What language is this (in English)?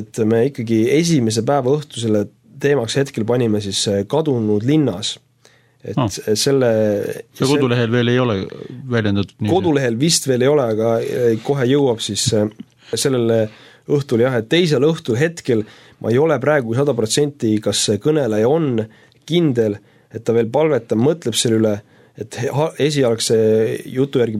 Estonian